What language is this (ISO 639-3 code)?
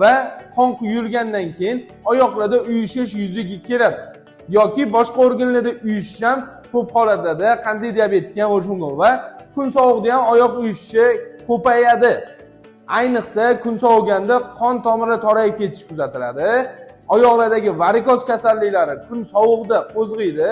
uzb